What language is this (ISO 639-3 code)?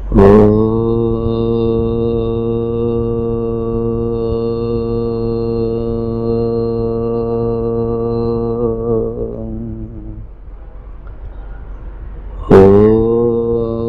tel